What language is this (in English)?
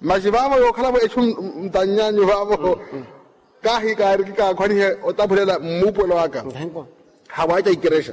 Makhuwa